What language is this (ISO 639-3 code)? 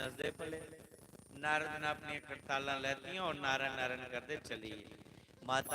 doi